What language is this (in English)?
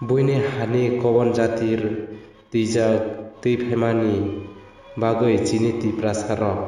Kok Borok